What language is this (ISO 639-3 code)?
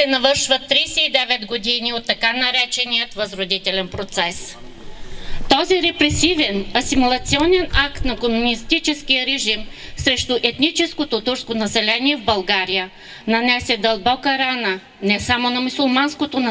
bul